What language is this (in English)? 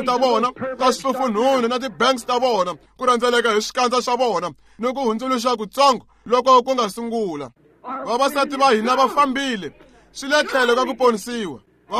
Tsonga